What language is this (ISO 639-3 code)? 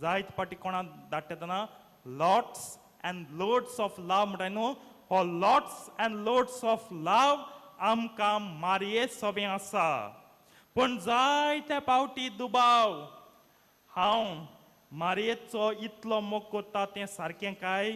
kok